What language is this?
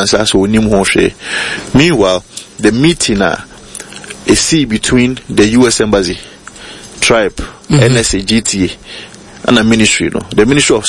Akan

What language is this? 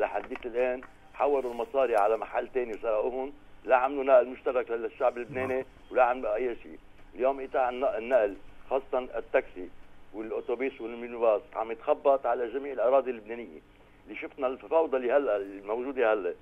North Levantine Arabic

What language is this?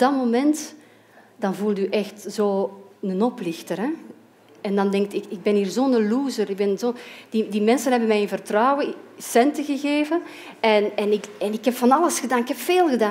Dutch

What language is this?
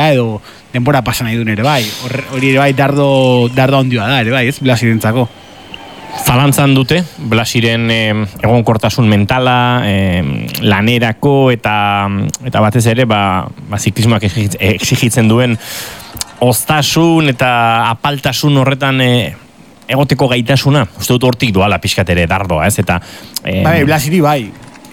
Basque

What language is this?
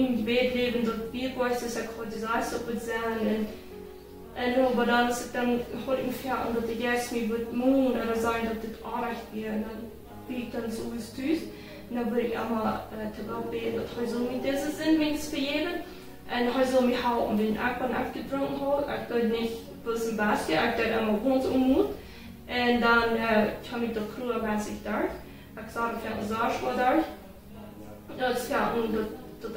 Plautdietsch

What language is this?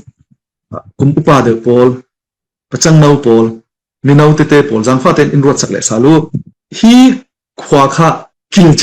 Falam Chin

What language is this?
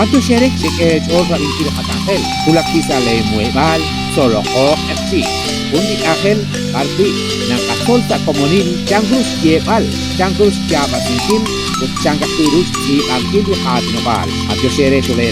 Kekchí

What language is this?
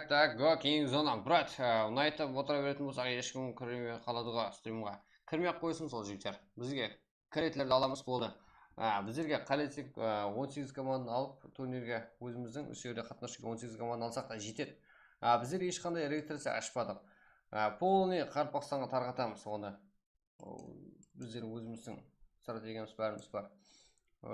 Kara-Kalpak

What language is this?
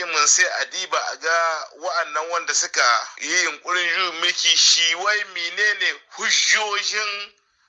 Hausa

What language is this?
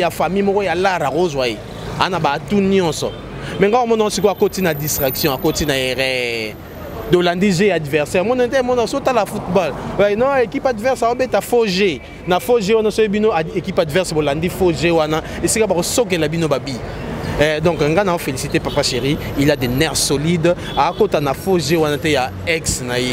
Lingala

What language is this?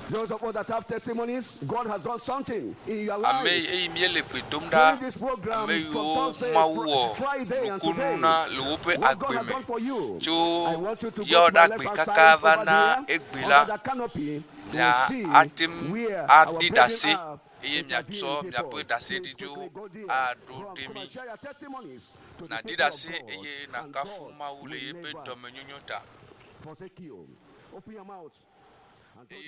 Ewe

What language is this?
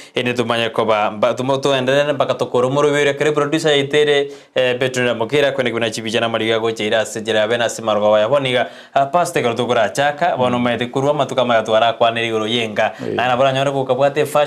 Gusii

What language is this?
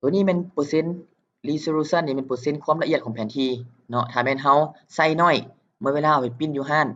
Lao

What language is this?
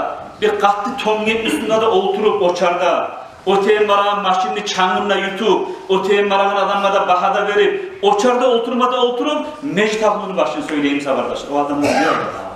Kumyk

